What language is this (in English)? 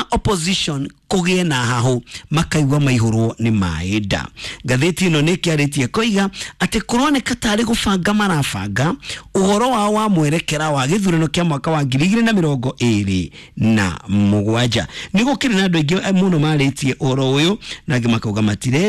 Kikuyu